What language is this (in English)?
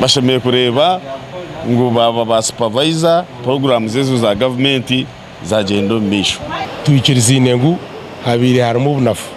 Nyankole